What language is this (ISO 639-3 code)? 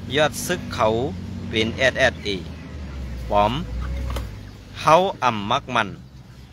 shn